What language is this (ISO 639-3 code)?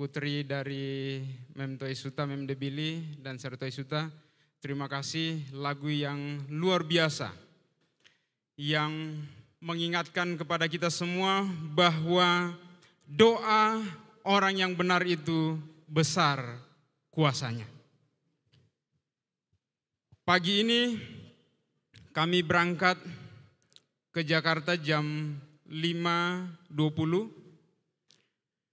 ind